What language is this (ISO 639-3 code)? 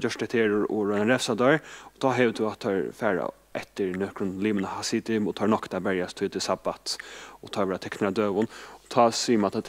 fao